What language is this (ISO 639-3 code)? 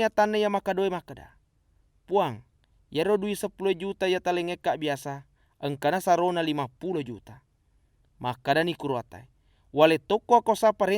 bug